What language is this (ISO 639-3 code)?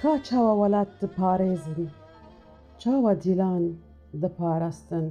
kur